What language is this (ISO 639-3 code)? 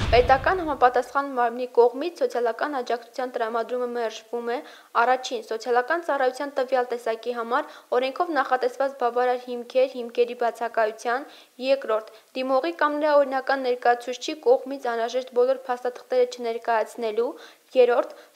hye